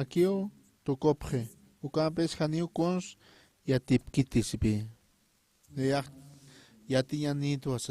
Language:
Aymara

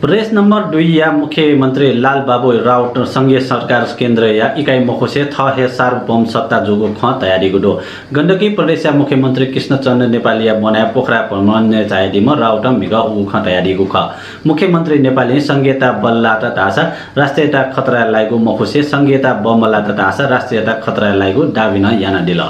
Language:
Newari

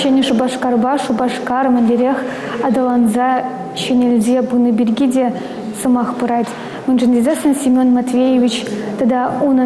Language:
Chuvash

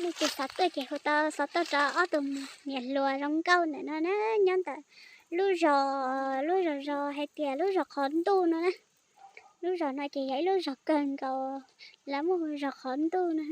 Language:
Hmong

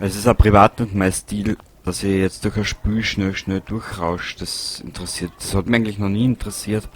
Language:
Bavarian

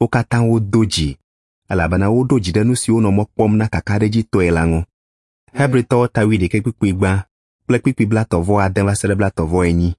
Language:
Ewe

